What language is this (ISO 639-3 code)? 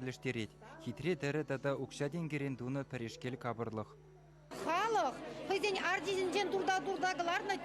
chv